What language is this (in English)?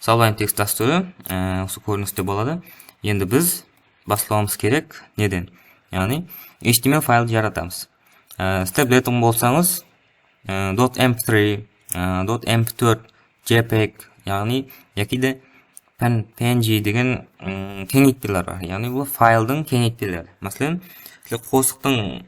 Kara-Kalpak